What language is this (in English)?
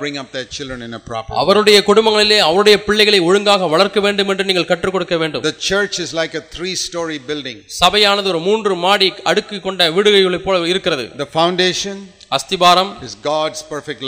Tamil